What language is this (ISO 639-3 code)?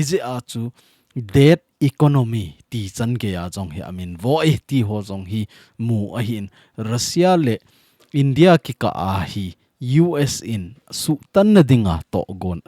tcz